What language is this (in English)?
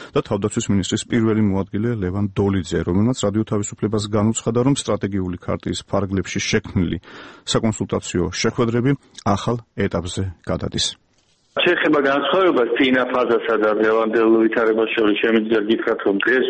Georgian